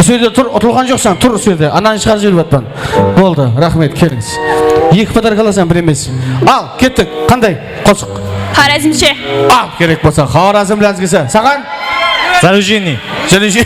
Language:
Kara-Kalpak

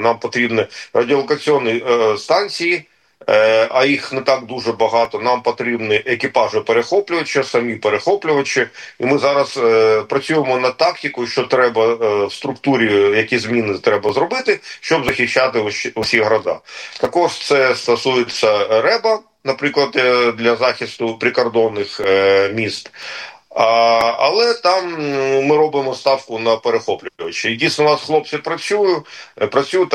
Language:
Ukrainian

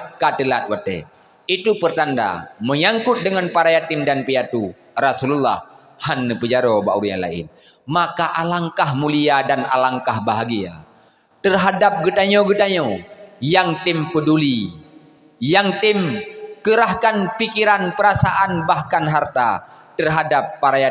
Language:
Achinese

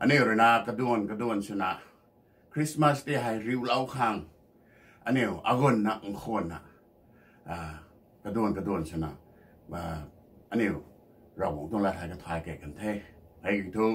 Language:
Rongmei Naga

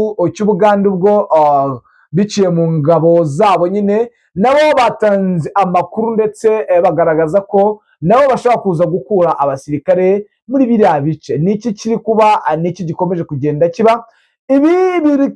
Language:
Kinyarwanda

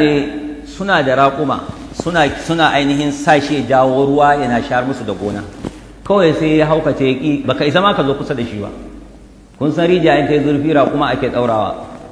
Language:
Hausa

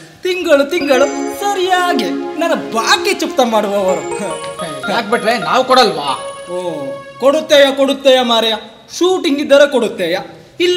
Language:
Kannada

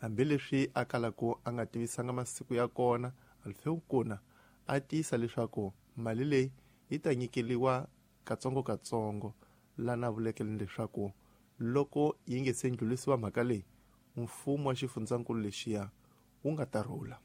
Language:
Tsonga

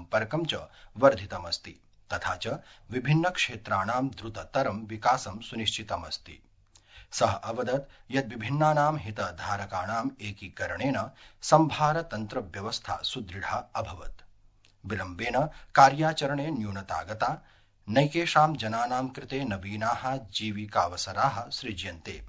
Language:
Sanskrit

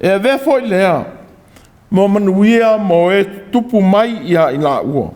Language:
Samoan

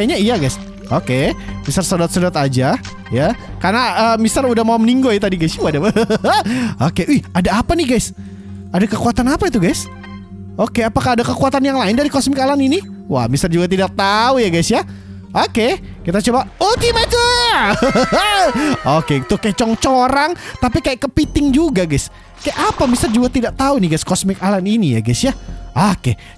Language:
Indonesian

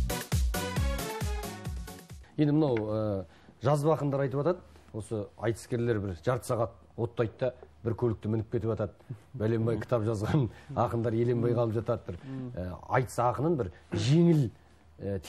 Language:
Kazakh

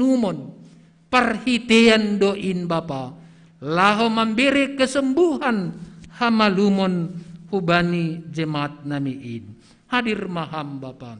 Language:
Batak Simalungun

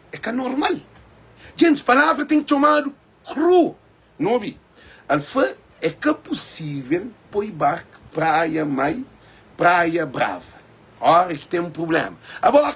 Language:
Kabuverdianu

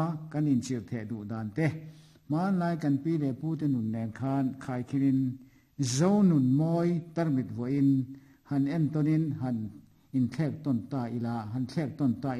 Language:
Mizo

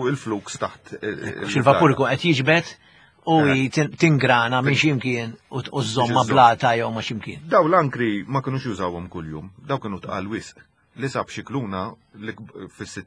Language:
Maltese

